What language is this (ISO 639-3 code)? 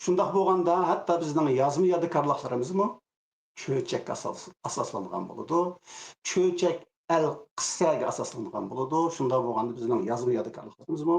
uig